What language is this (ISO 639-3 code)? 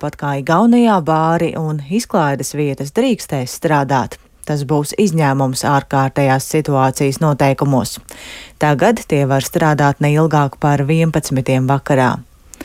lav